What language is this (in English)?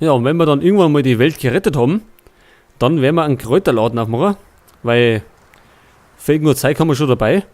Bavarian